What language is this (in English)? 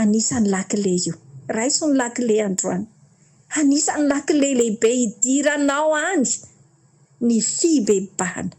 Malagasy